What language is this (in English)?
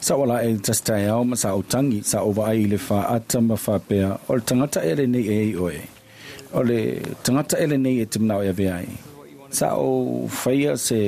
Samoan